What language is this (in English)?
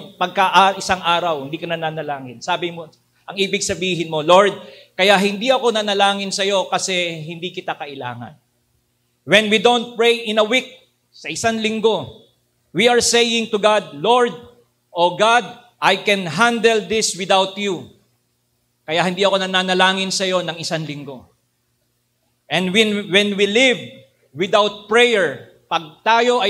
Filipino